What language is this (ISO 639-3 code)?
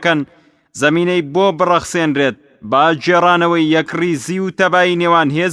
ckb